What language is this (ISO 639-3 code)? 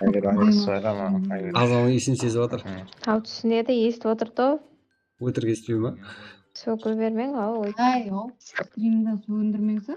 kaa